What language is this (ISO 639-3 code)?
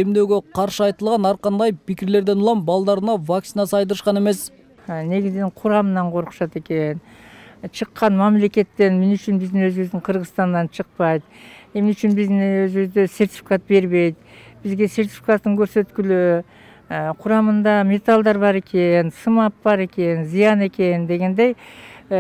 kir